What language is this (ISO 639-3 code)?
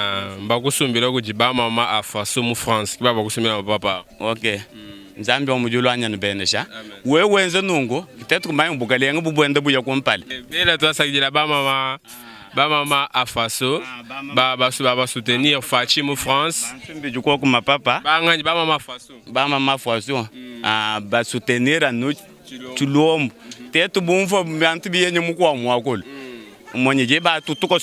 lua